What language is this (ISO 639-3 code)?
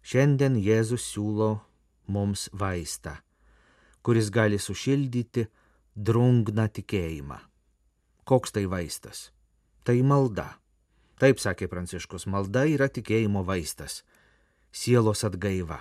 lit